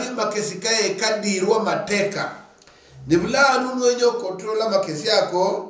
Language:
Luyia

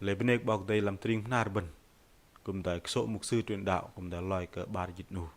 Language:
Bahnar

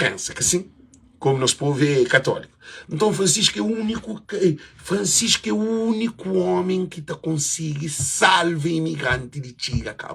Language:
Kabuverdianu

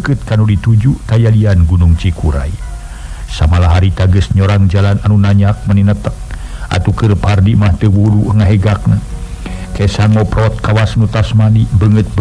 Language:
Sundanese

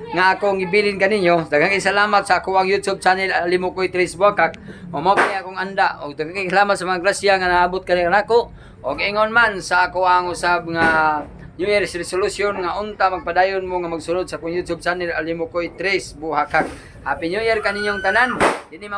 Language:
Cebuano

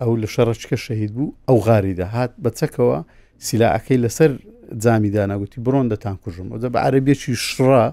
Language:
Central Kurdish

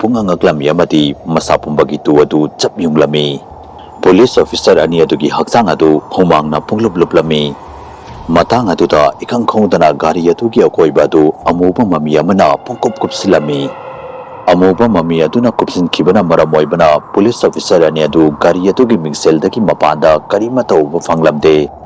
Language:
Manipuri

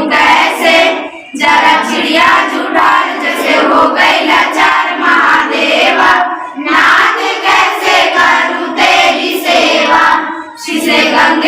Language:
Chhattisgarhi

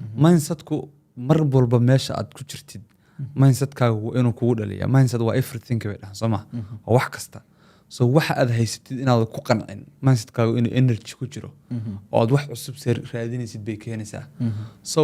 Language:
Somali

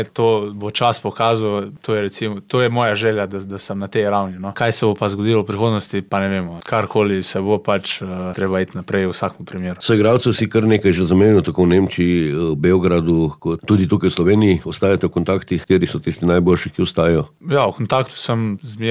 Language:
Slovenian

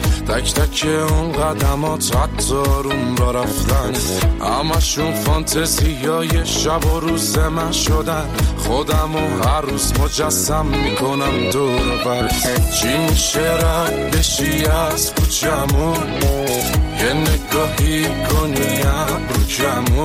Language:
Persian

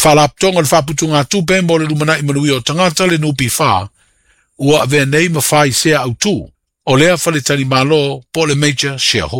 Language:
Samoan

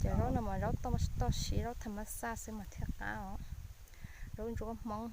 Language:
Hmong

